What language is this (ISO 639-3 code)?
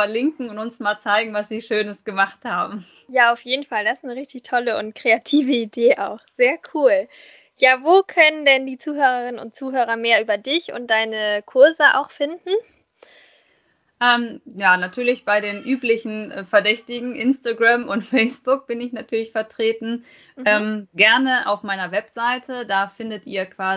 deu